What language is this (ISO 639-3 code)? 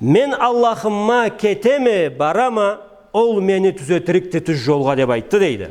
krc